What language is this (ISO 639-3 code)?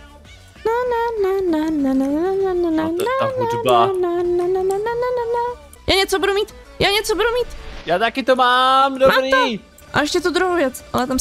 ces